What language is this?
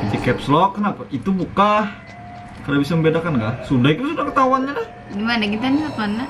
Banjar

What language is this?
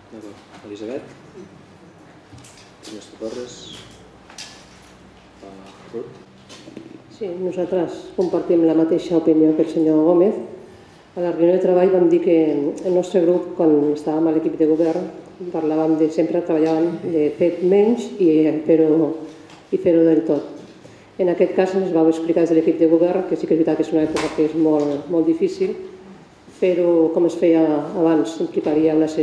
Catalan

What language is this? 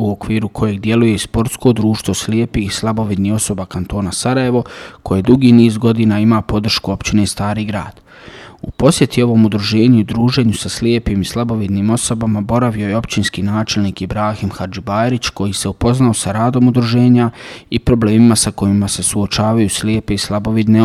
Bosnian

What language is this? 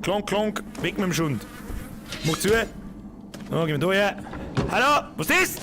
Bavarian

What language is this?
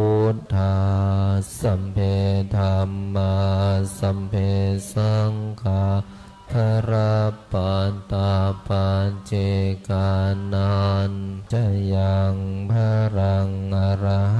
Pali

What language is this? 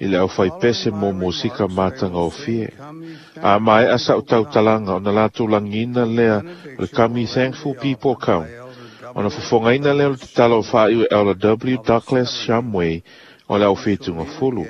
Samoan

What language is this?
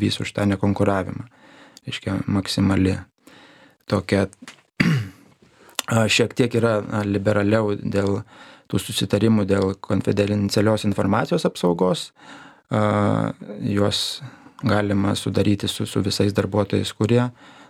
Lithuanian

